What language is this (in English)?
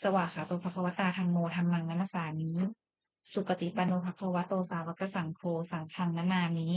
Pali